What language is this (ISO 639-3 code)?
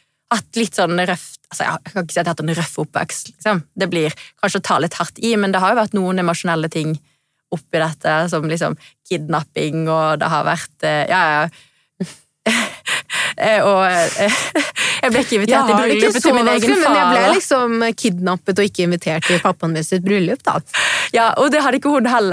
nor